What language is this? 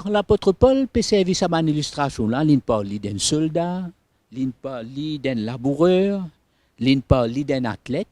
Morisyen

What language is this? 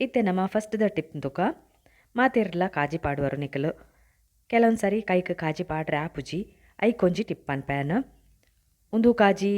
Tulu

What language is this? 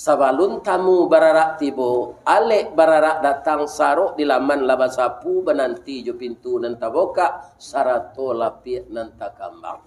Minangkabau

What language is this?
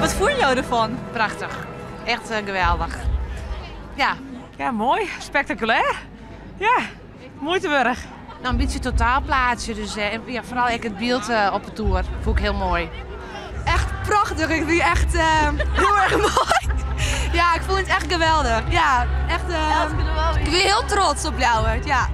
Western Frisian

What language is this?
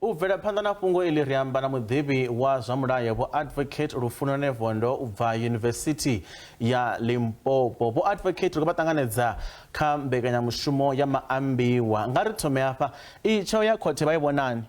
Venda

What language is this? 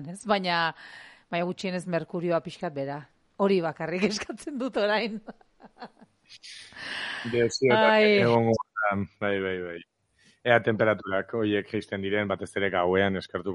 Basque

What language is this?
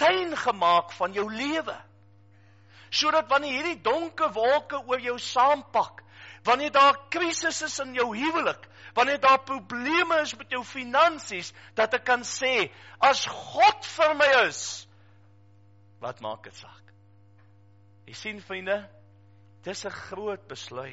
Afrikaans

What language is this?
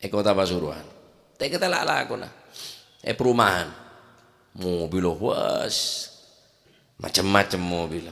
Madurese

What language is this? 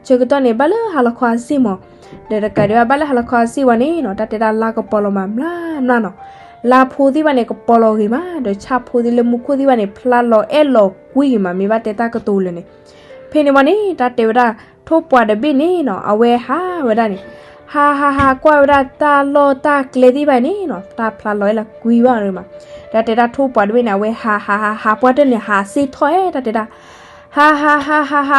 S'gaw Karen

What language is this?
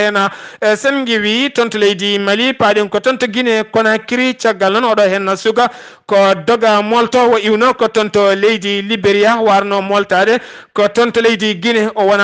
Fula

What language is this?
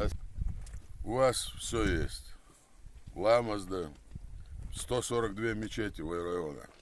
Chechen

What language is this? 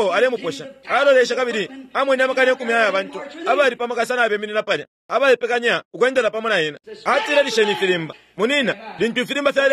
Bemba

